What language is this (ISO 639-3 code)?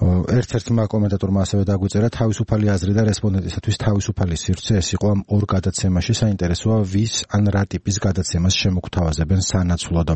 kat